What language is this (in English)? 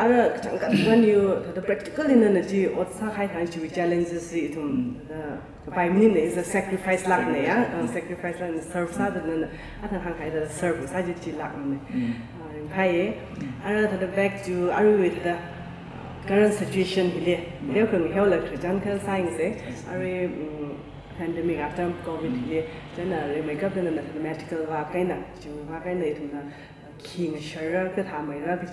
Tangkhul Naga (India)